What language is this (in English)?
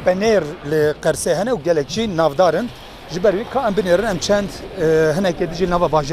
Kurdish